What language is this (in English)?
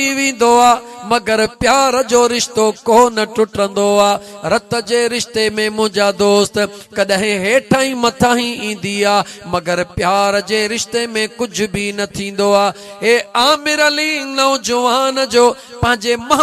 Sindhi